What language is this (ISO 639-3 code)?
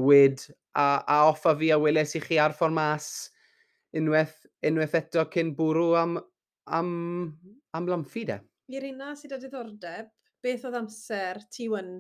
cym